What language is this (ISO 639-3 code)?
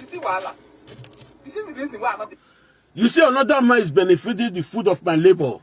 pcm